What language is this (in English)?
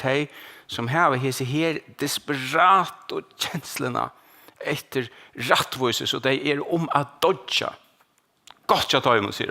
Faroese